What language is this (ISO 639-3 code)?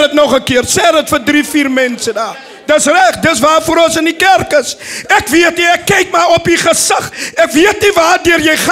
afr